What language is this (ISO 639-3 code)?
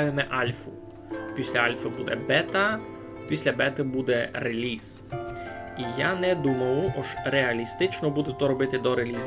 rue